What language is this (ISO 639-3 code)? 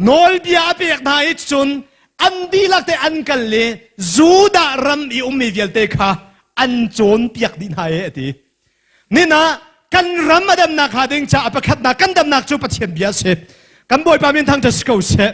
cnh